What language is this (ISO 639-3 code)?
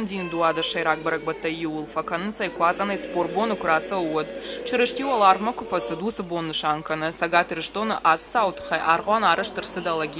oss